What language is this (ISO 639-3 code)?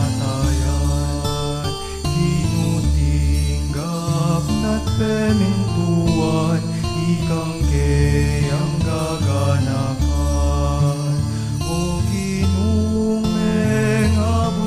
pam